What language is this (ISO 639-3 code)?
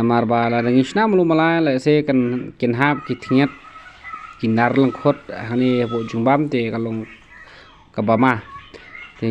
kha